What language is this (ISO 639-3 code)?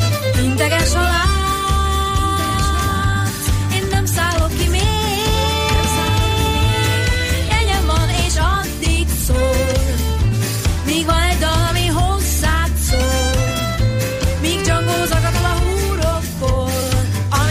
hun